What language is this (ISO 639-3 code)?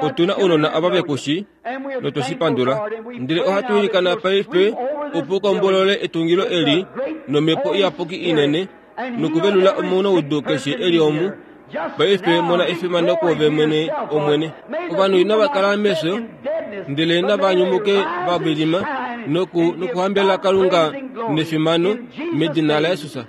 kua